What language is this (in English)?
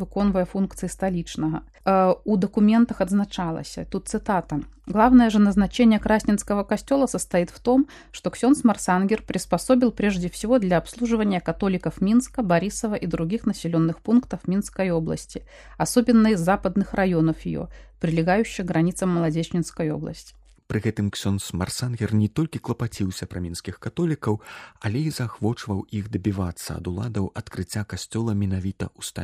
Belarusian